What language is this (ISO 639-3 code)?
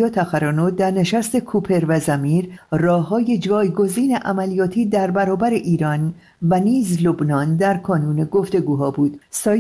fas